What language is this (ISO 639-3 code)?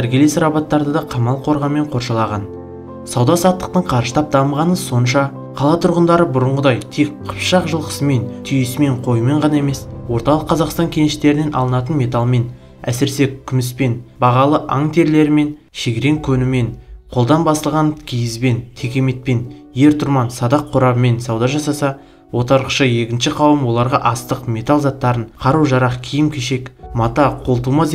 kaz